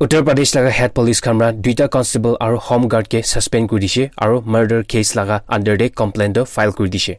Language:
Naga Pidgin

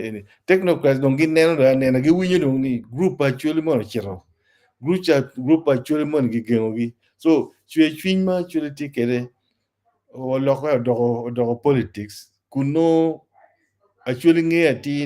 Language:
Acoli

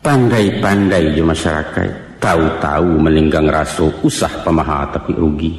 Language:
Minangkabau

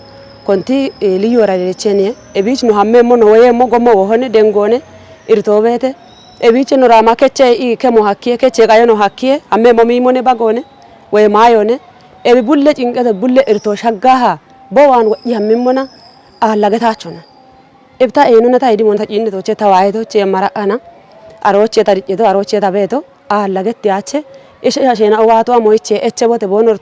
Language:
Kafa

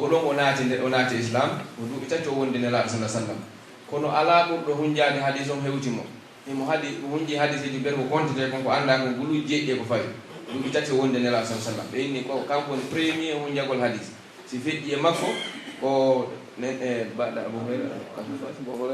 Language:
Pular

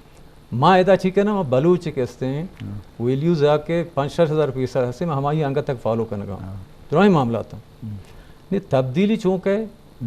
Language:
Eastern Balochi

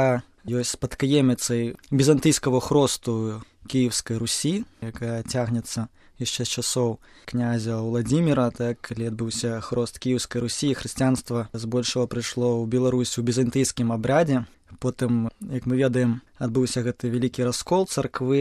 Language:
Belarusian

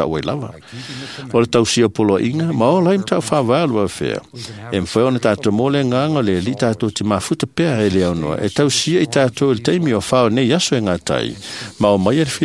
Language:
Samoan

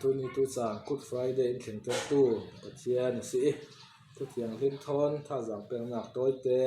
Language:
Falam Chin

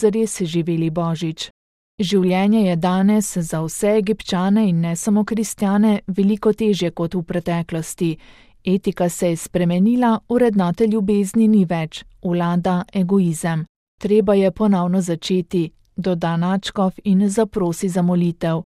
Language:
Slovenian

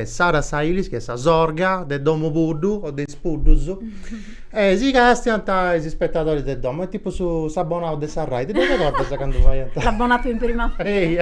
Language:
Sardinian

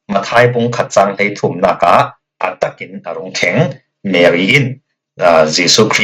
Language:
Falam Chin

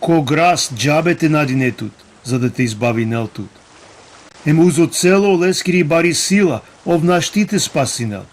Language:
Balkan Romani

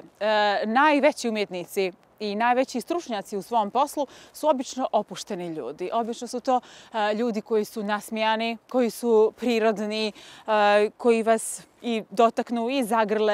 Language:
Serbian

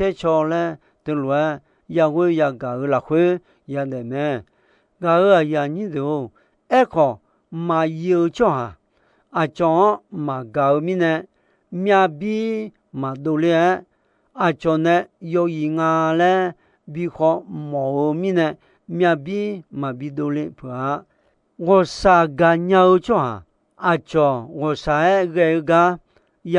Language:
Akha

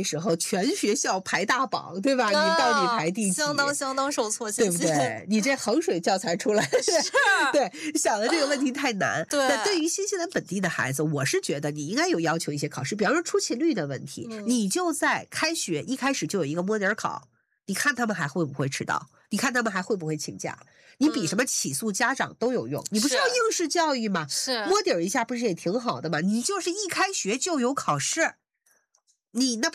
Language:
Chinese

